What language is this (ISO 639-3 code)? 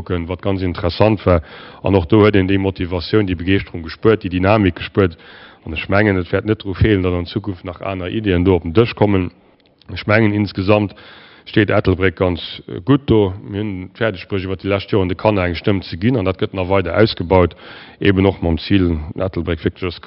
ltz